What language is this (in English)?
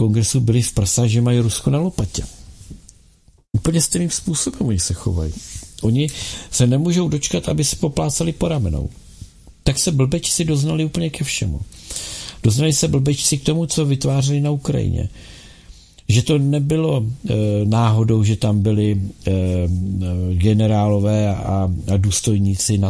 Czech